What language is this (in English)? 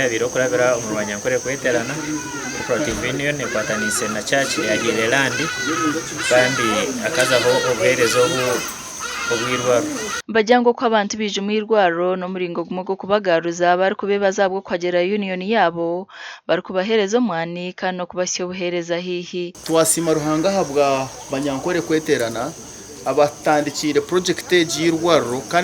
Nyankole